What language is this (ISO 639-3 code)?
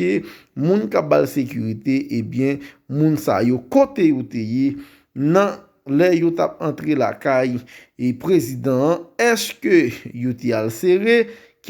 hat